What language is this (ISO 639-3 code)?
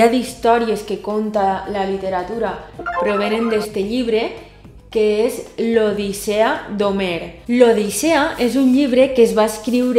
cat